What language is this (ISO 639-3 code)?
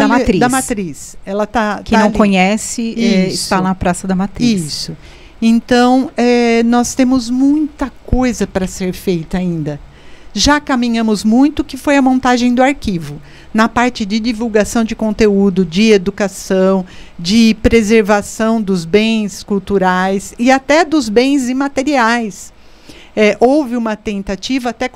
por